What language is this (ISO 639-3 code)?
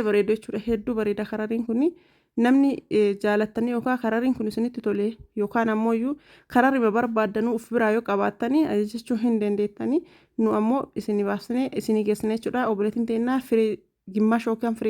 orm